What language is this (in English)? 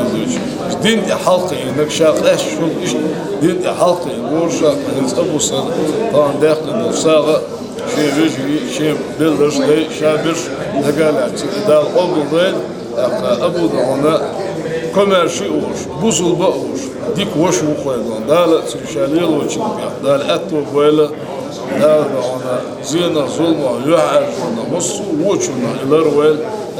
Chechen